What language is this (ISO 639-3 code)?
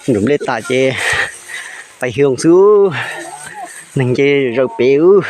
hmn